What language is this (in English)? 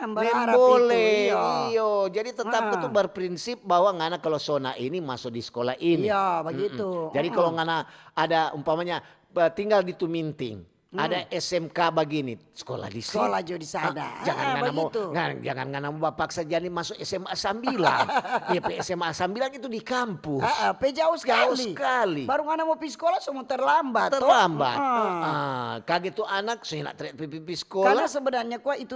Manado Malay